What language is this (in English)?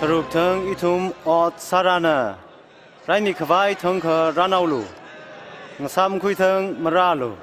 Tangkhul Naga (India)